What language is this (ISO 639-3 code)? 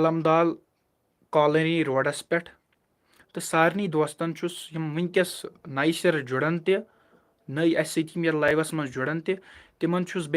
kas